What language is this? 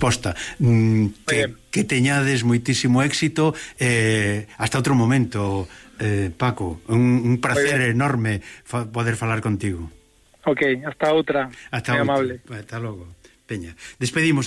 Galician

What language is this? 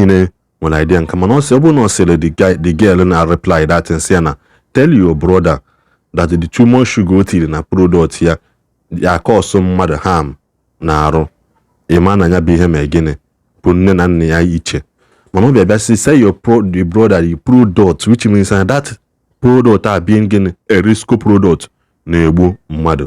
Igbo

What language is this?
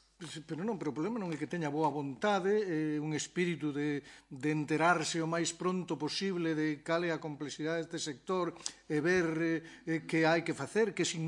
Galician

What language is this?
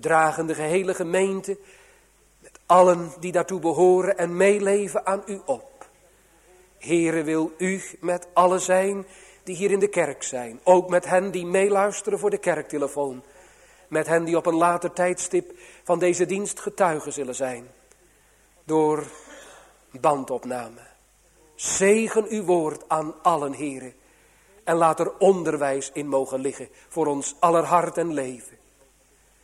Dutch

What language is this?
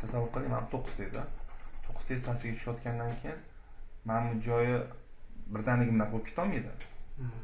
Uzbek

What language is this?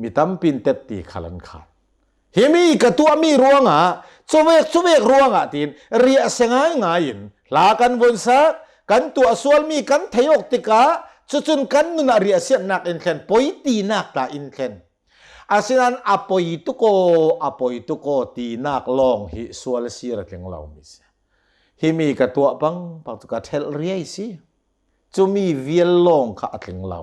Hakha Chin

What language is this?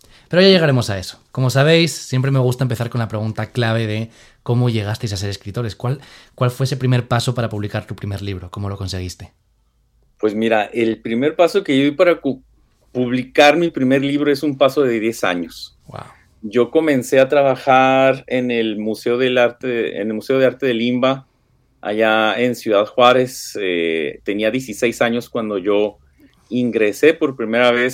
Spanish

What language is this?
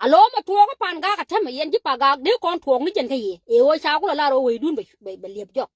Nuer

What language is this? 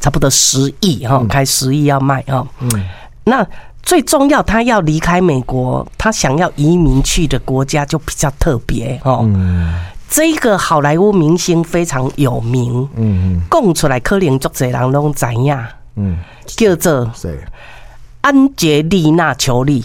Min Nan Chinese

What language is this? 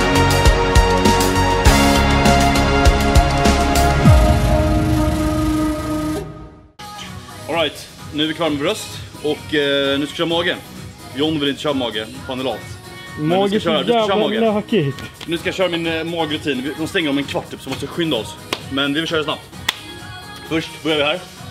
Swedish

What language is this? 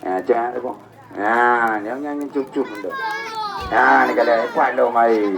Achinese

